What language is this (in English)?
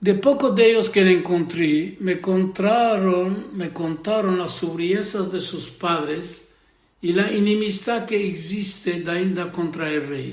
Ladino